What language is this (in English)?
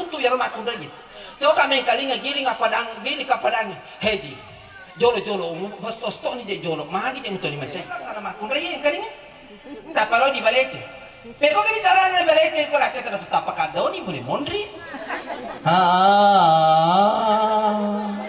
Buginese